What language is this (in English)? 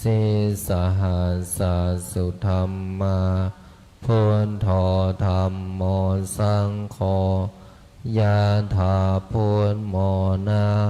Pali